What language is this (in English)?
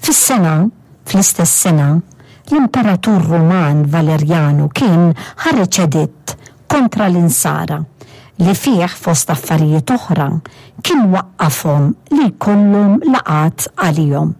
Maltese